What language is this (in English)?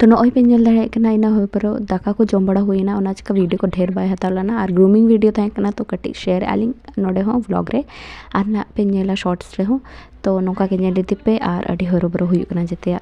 Santali